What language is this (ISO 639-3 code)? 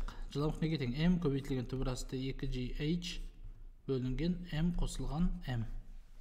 kaz